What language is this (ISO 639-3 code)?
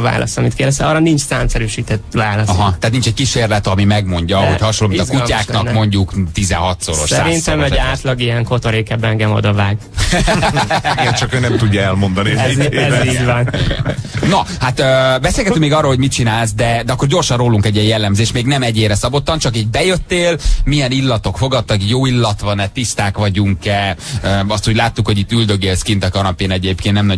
hun